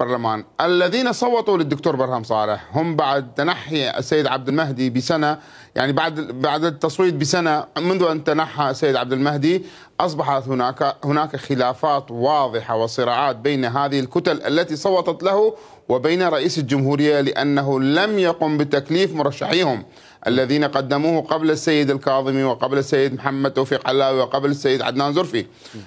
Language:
Mesopotamian Arabic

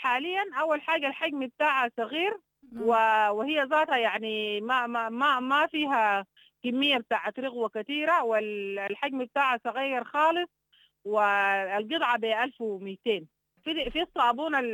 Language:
Sudanese Arabic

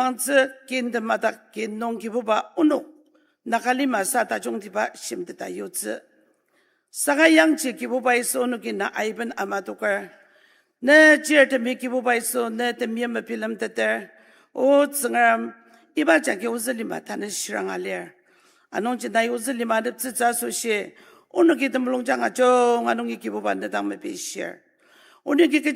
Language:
Ao Naga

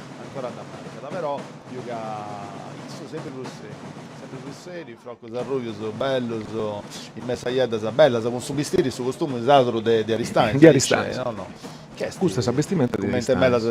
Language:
Sardinian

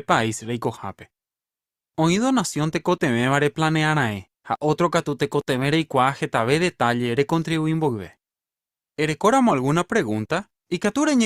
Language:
Guarani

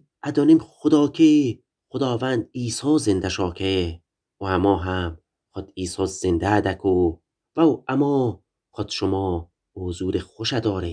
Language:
Gilaki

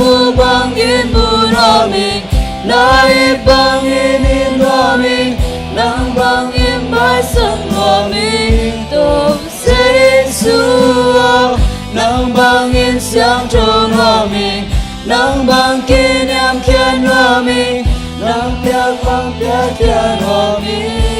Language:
Tedim Chin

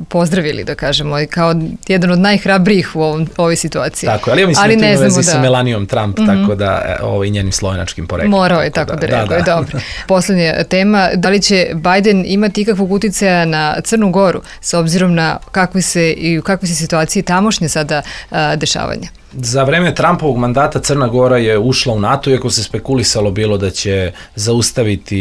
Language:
Serbian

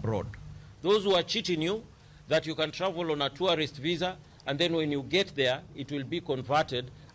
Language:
Luo (Kenya and Tanzania)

